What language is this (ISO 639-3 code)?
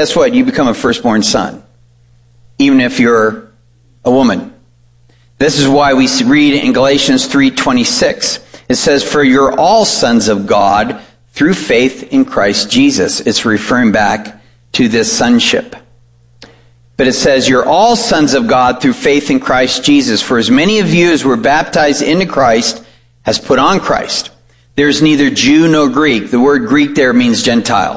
eng